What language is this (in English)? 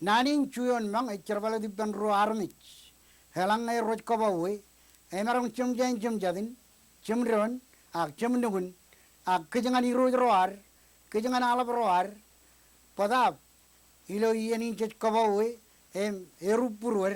Marshallese